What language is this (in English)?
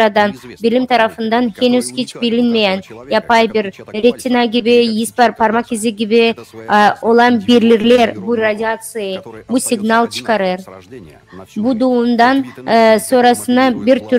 Gagauz